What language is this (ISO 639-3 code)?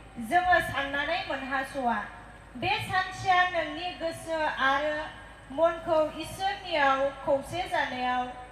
brx